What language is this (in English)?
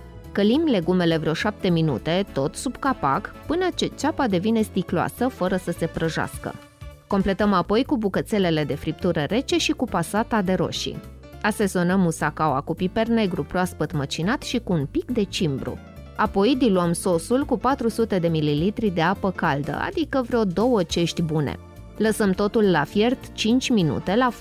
Romanian